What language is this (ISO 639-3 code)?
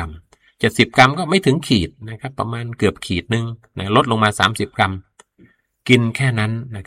tha